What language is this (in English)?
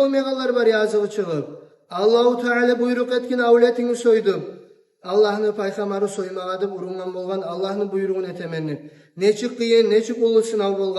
Kumyk